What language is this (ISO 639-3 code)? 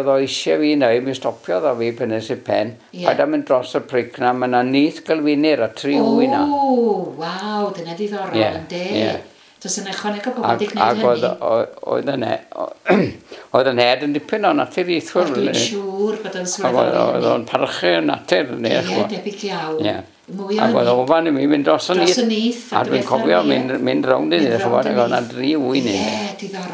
cym